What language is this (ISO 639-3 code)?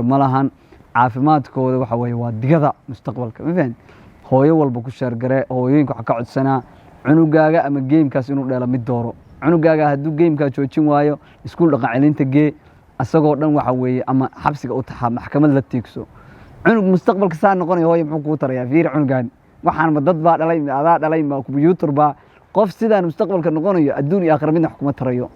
som